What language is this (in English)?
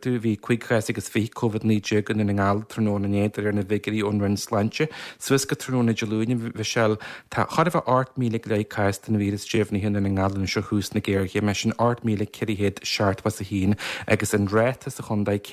Irish